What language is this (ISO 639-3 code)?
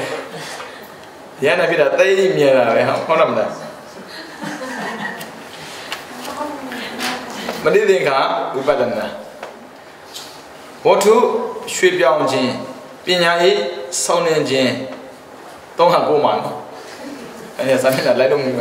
mya